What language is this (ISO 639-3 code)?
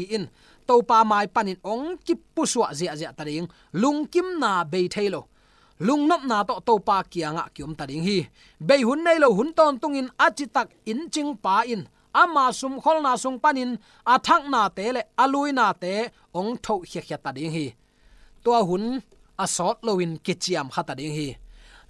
ctd